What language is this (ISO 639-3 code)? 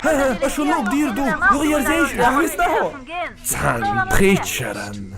che